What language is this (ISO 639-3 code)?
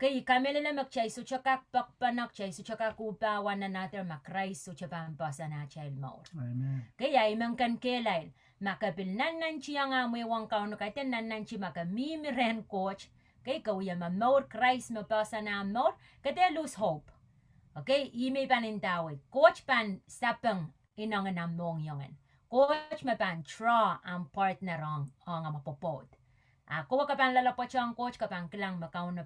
pon